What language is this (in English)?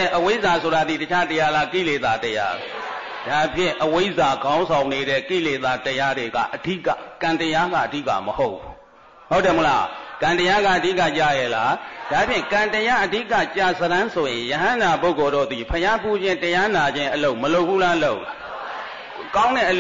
Burmese